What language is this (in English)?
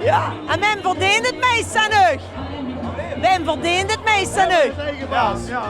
Limburgish